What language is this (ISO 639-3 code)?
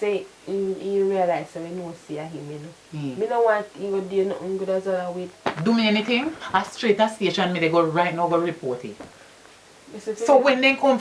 jam